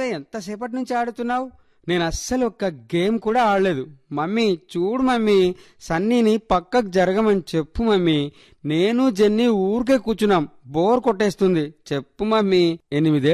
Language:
Telugu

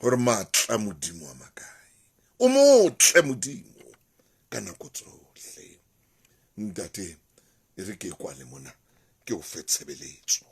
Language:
Southern Sotho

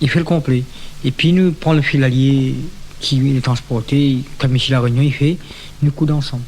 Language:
Réunion Creole French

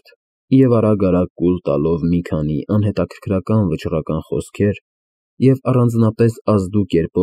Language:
Armenian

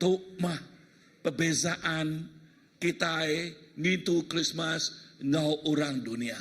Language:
Iban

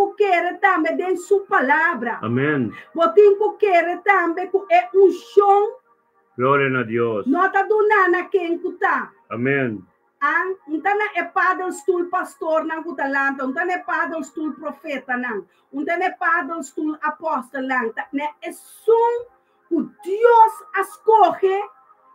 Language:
Papiamento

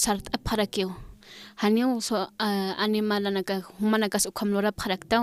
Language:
Aymara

